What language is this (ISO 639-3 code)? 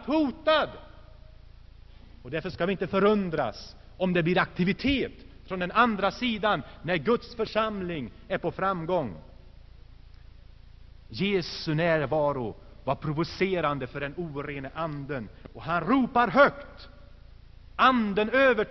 swe